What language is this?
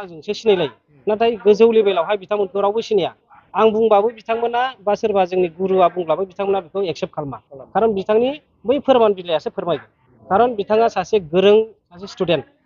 Bodo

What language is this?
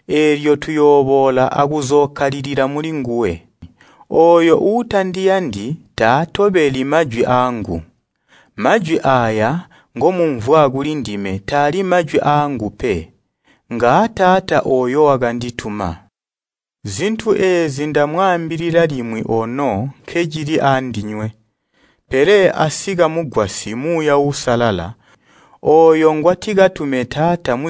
Tonga (Zambia)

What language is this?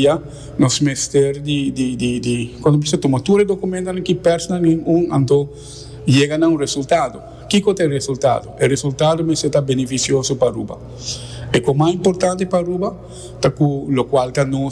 Papiamento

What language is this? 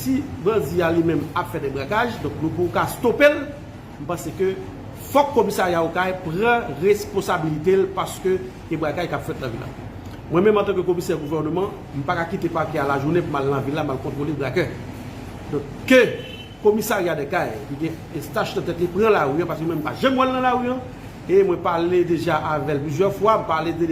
Haitian Creole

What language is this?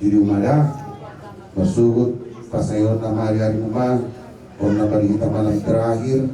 Batak Toba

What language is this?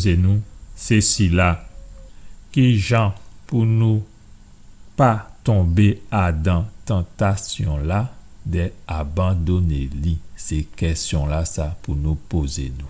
Guadeloupean Creole French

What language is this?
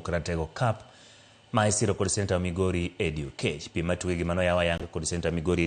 Luo (Kenya and Tanzania)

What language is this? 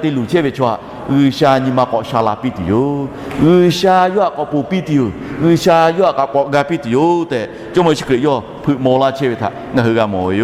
Lahu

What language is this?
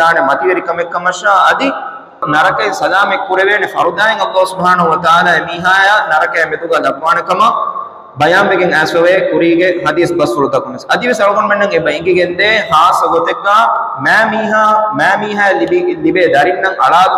Divehi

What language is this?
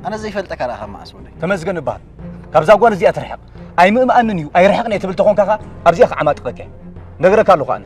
Tigrinya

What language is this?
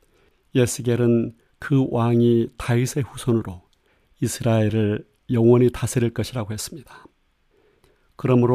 Korean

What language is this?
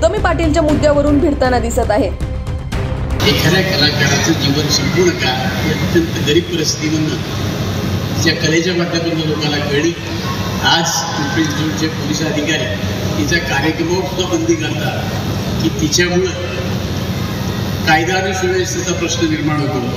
Marathi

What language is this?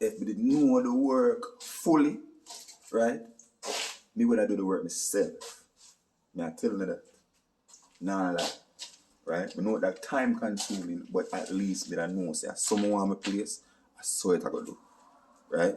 Jamaican Creole English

